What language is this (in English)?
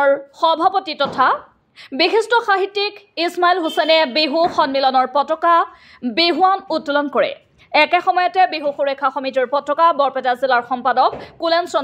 Assamese